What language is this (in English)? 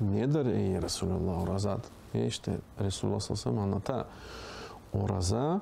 Crimean Tatar